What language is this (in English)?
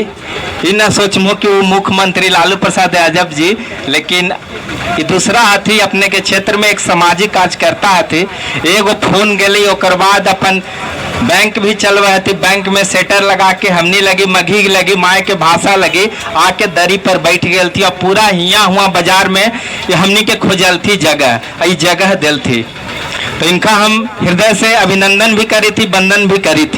Magahi